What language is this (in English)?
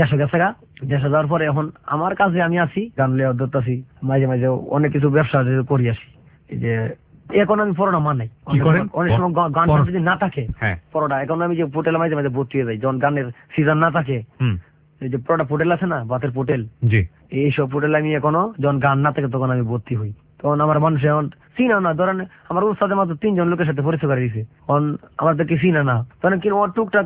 Bangla